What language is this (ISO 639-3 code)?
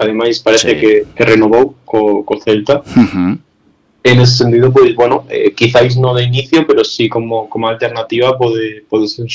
glg